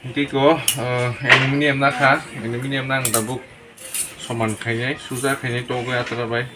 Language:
Kok Borok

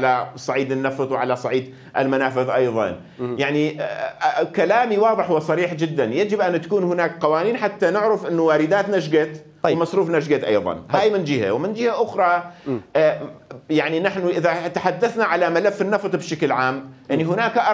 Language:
Mesopotamian Arabic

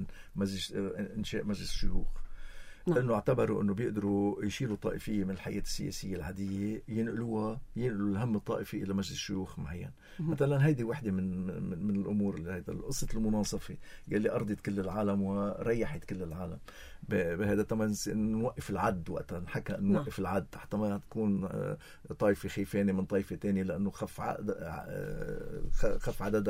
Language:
North Levantine Arabic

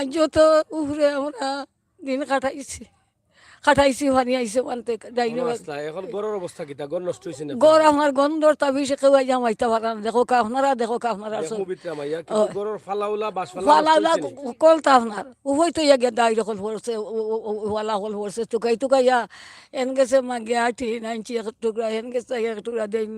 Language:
Sylheti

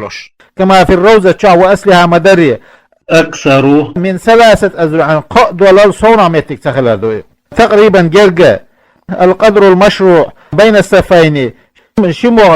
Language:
Chechen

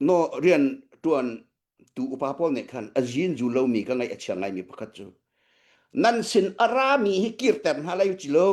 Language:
Hakha Chin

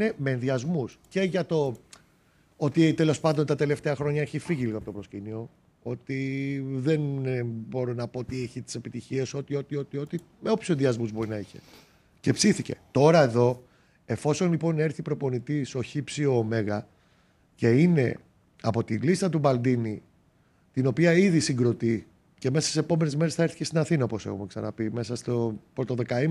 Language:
Greek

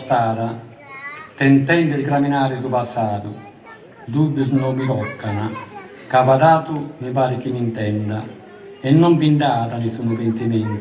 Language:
Sardinian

